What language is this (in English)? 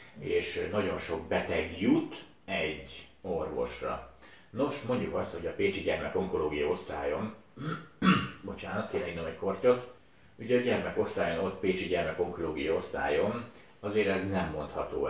Hungarian